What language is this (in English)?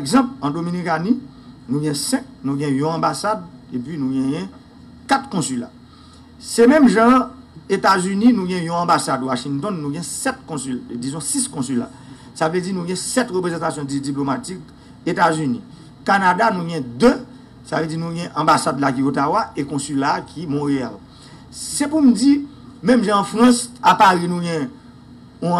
Haitian Creole